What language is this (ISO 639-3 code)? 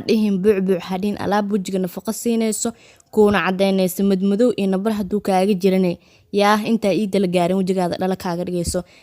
som